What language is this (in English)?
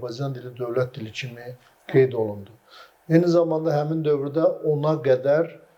Azerbaijani